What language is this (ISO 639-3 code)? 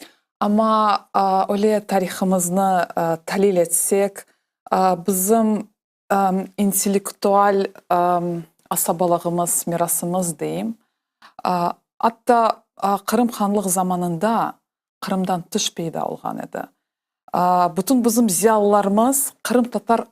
crh